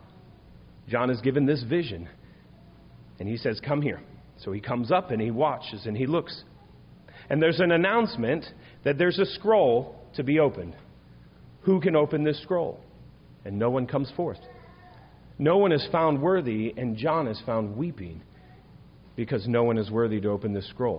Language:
English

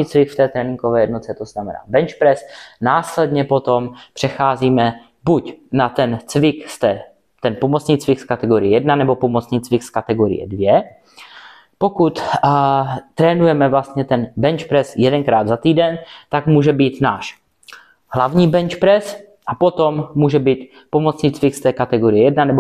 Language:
Czech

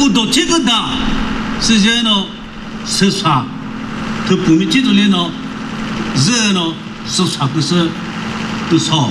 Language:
Chokri Naga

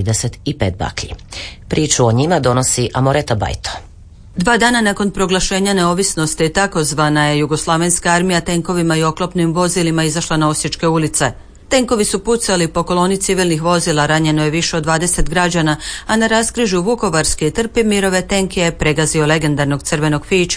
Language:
Croatian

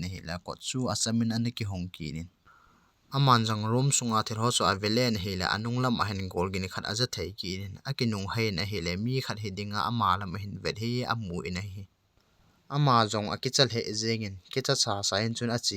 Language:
Thado Chin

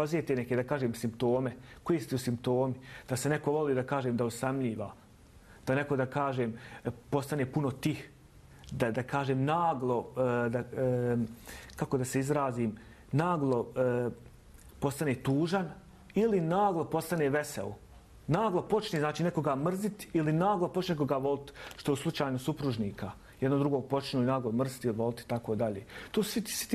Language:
Bosnian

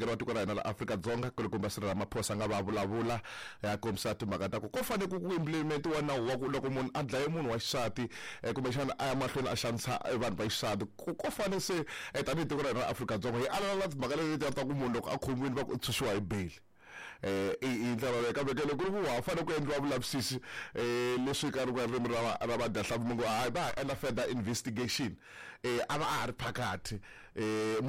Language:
Tsonga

